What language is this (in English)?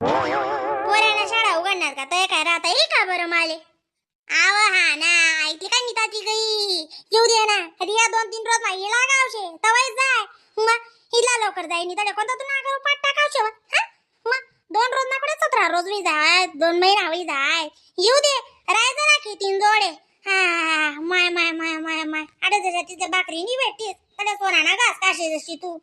Khandesi